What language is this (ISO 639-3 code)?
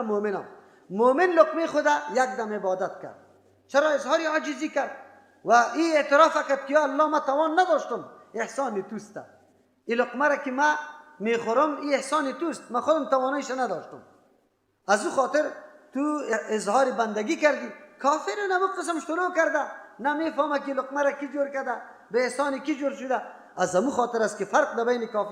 fas